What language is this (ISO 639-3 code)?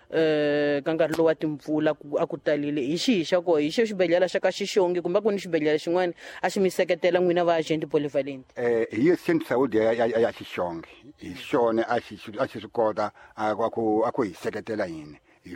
tso